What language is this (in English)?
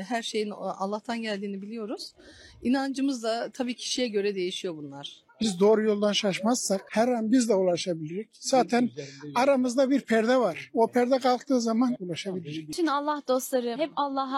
Turkish